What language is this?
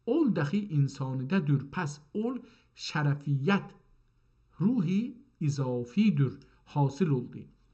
South Azerbaijani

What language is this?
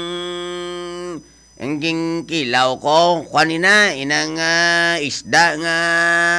Hiligaynon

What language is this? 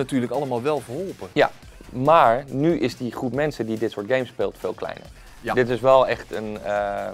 Dutch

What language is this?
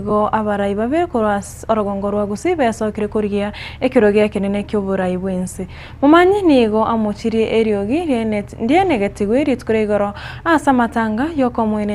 Gusii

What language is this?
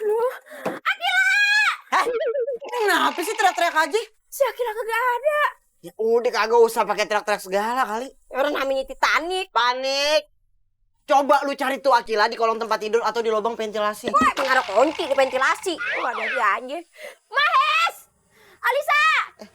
Betawi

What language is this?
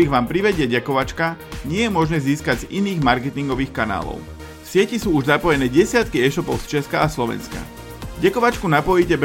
Slovak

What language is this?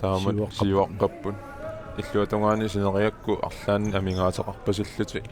Kalaallisut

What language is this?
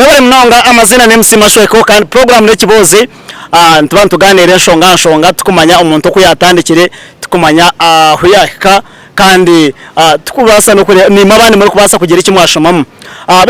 Nyankole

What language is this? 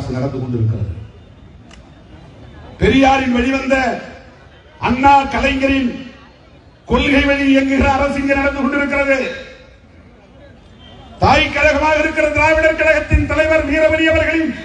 Tamil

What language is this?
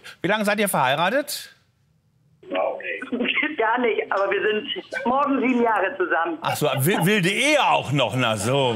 German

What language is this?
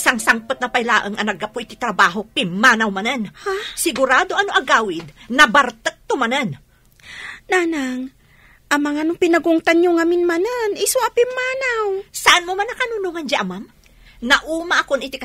Iloko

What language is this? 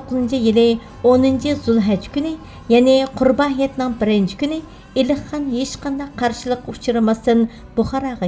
Uyghur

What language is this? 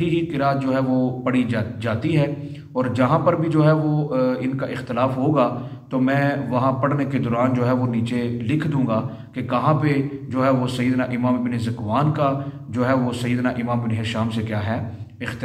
Urdu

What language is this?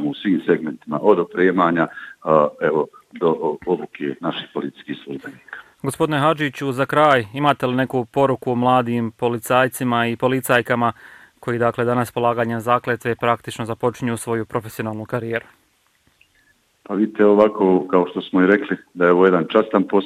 Bosnian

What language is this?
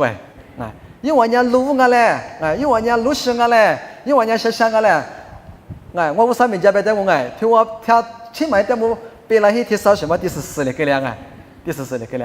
Lisu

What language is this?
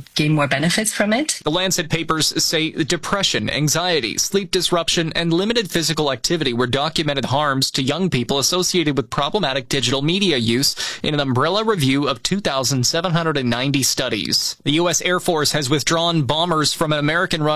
English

